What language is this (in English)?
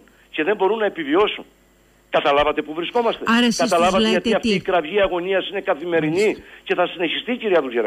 Greek